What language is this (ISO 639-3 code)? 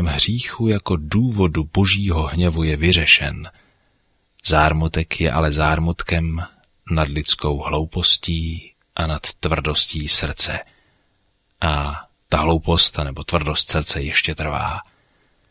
ces